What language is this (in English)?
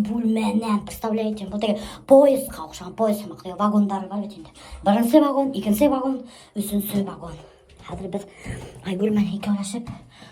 Bashkir